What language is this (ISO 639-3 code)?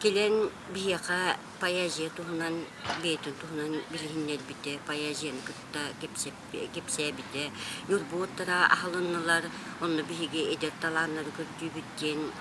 sah